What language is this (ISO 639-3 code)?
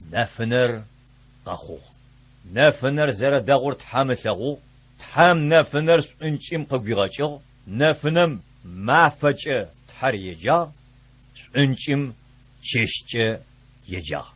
ady